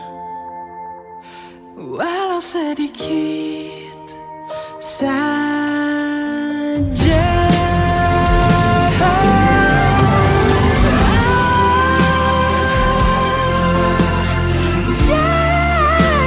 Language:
Indonesian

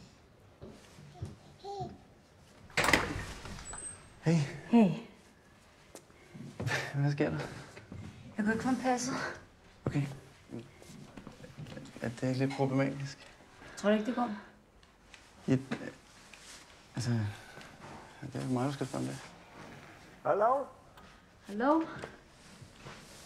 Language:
Danish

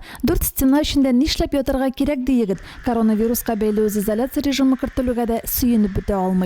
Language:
Tatar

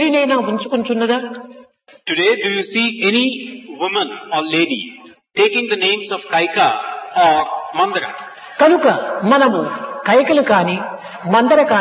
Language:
Telugu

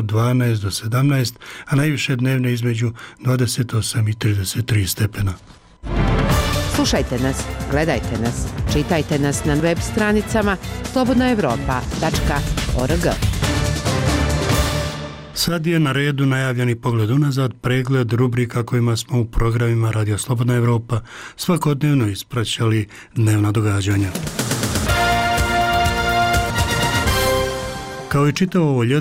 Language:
Bosnian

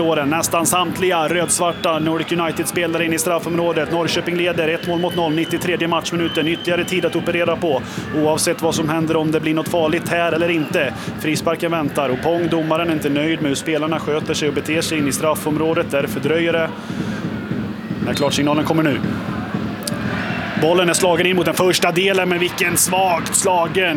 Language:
Swedish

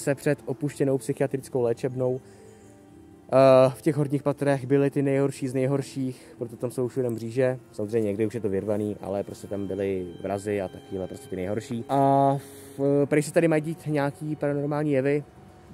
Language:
Czech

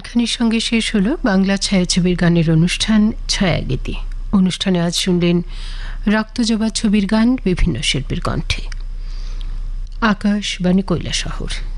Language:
Bangla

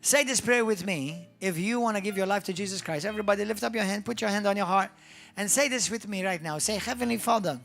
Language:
English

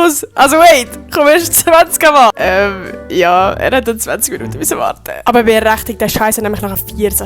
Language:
Swiss German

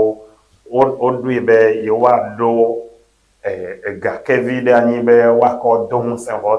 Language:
Ewe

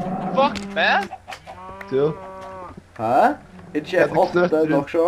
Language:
Faroese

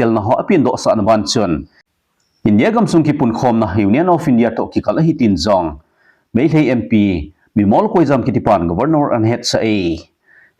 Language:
Thado Chin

